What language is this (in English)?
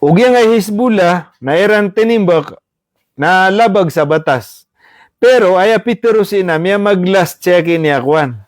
Maranao